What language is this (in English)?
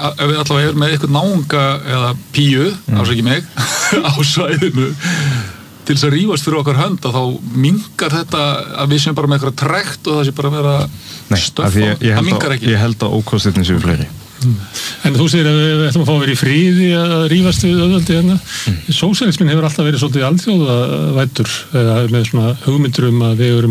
Icelandic